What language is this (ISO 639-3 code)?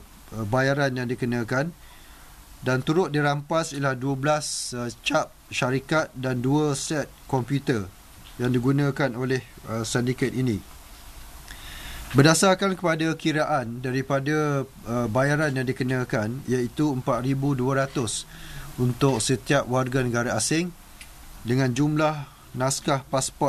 msa